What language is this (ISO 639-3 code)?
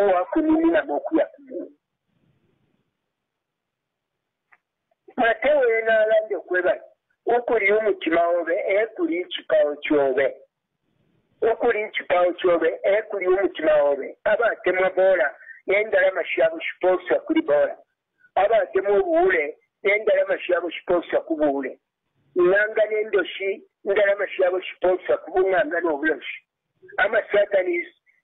bem